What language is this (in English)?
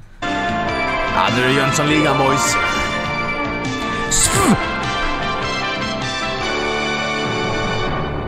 Swedish